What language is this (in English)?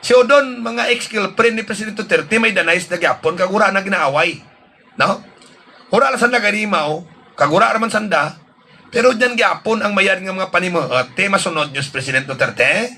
Hiligaynon